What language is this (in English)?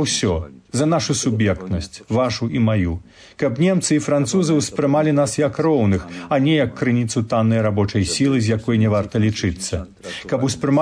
Belarusian